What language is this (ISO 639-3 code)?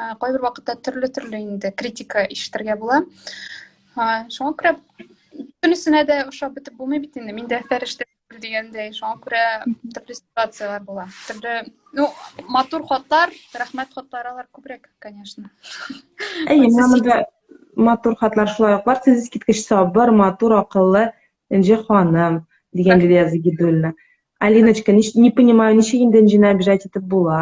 tat